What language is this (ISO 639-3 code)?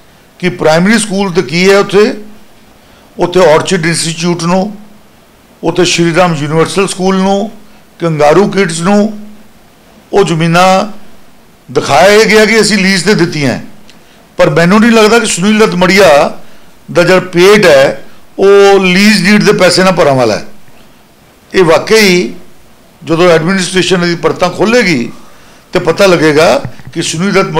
pan